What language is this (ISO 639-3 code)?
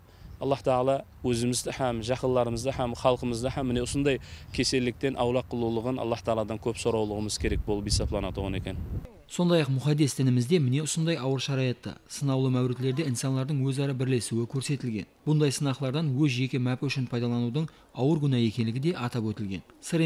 kaa